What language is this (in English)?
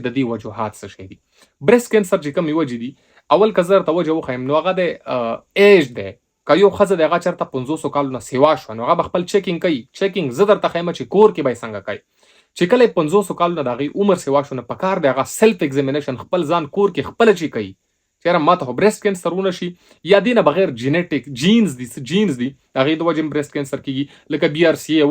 Pashto